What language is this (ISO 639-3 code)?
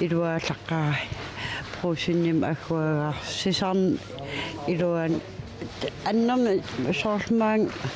kal